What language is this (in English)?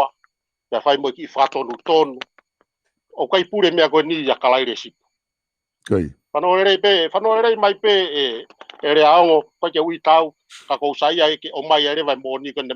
Tongan